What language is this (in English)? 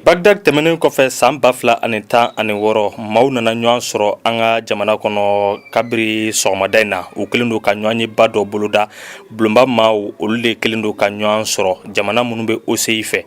Bambara